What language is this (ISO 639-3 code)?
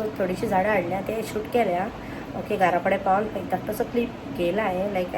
kok